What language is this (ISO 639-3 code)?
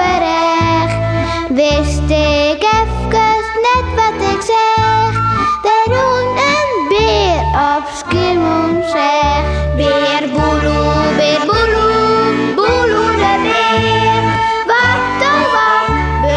fry